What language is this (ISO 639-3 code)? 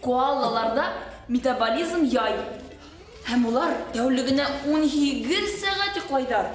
bak